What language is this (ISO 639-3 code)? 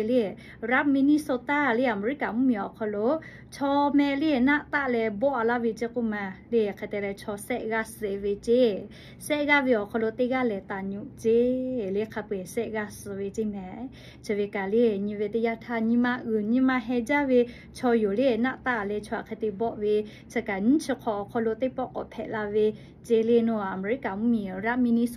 lhu